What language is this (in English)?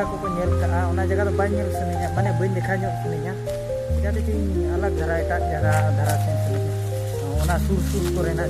Santali